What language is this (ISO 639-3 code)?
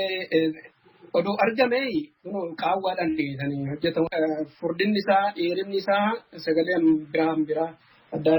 orm